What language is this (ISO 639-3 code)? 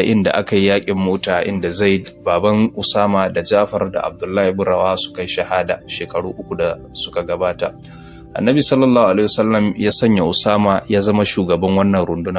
hau